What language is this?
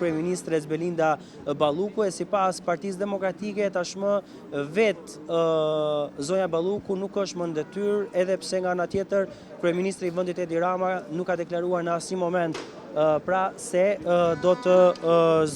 Albanian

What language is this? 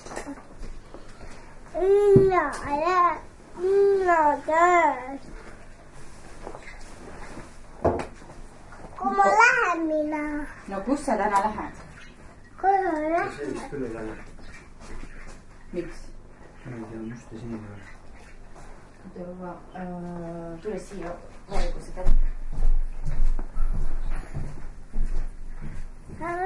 Estonian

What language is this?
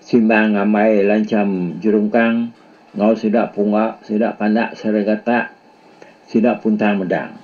Iban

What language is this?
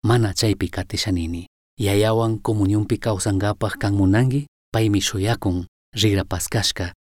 Chimborazo Highland Quichua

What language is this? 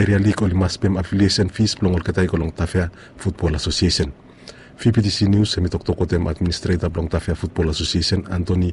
Bislama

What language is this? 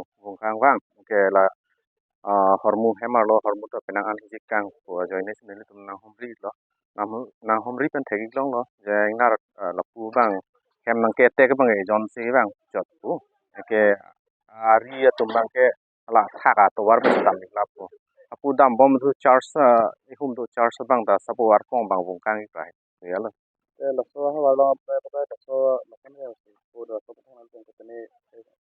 Karbi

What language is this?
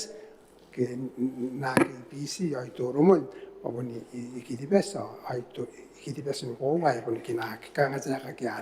Gilbertese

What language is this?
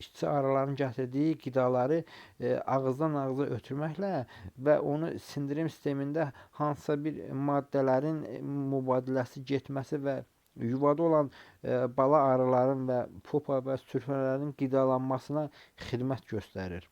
Azerbaijani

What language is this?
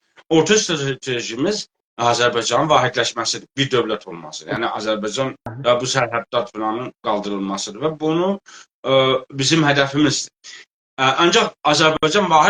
South Azerbaijani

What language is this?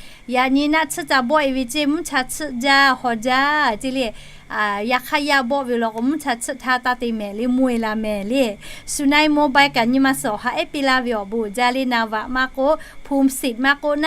Lahu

